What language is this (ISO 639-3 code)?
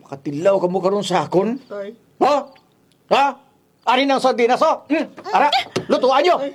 krj